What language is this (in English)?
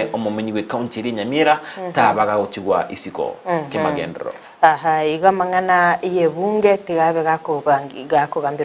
Gusii